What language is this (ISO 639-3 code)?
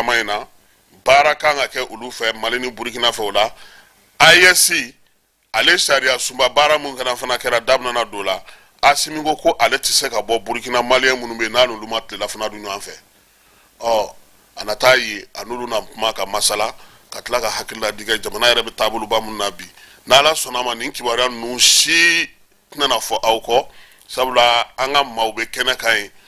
bam